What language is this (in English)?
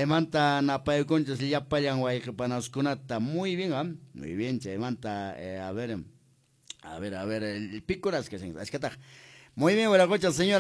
Quechua